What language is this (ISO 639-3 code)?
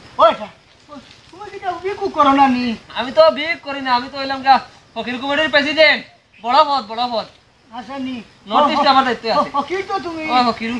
syl